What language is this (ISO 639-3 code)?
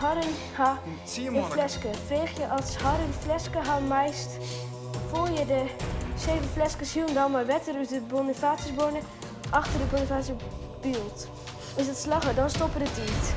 fry